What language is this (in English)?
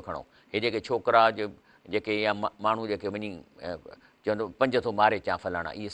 Sindhi